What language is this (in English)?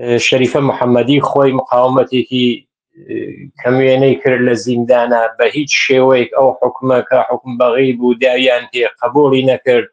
Central Kurdish